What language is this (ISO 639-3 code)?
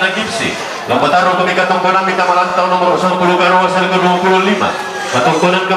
sda